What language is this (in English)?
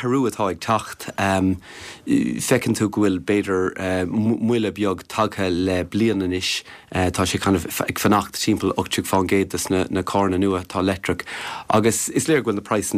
Irish